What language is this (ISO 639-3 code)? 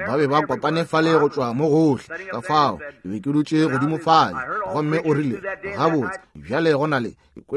nso